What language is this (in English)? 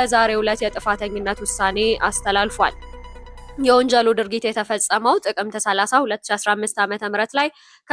Amharic